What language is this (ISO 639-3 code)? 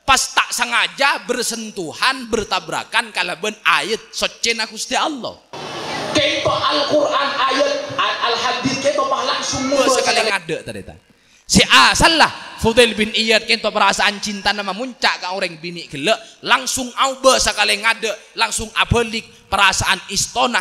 mad